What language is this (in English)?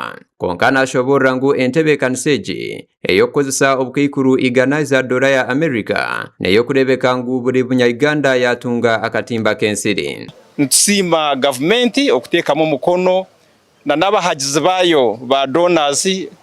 Nyankole